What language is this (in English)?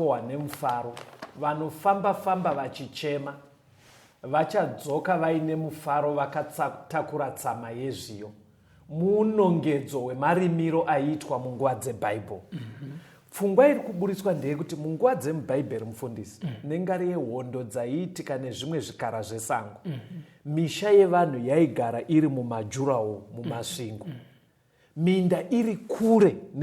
Shona